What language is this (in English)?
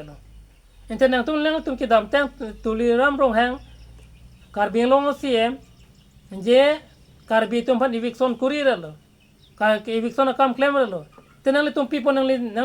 Karbi